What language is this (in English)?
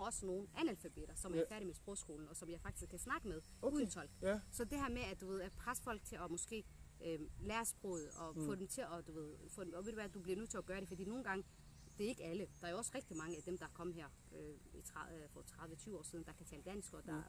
Danish